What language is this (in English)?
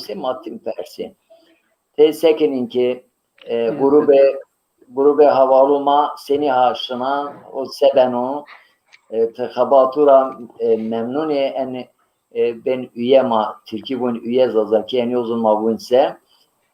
Zaza